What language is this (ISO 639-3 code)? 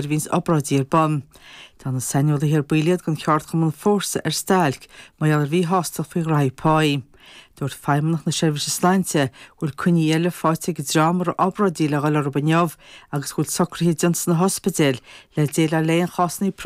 gle